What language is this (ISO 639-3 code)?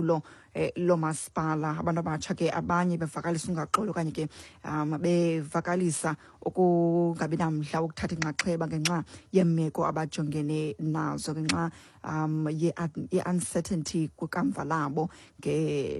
xho